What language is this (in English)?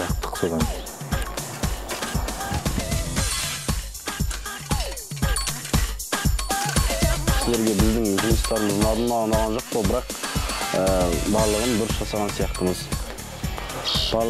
Kazakh